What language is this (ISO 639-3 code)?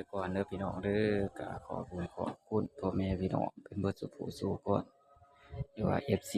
tts